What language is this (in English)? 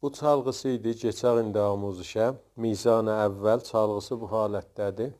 South Azerbaijani